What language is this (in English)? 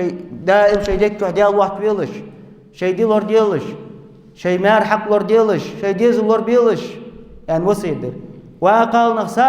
Ingush